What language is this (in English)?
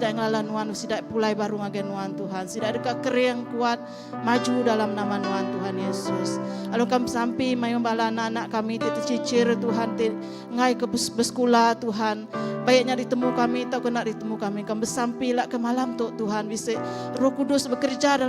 Iban